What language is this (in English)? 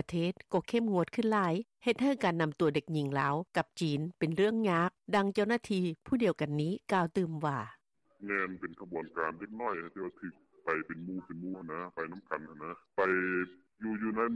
Lao